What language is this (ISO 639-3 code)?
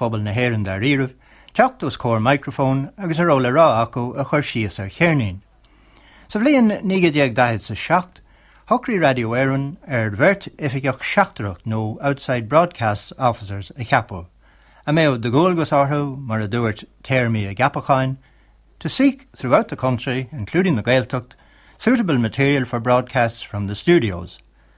gle